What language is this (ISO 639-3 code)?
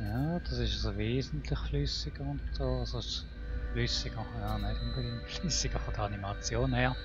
gsw